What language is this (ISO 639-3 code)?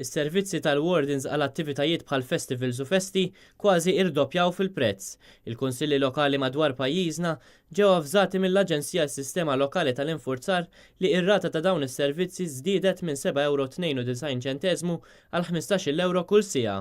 mlt